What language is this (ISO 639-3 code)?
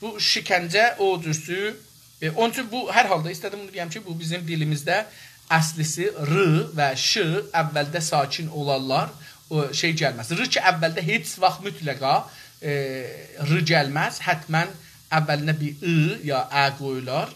azb